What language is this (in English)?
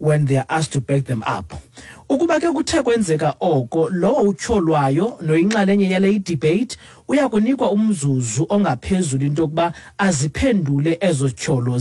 Xhosa